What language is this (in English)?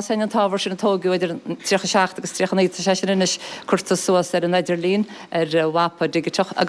Irish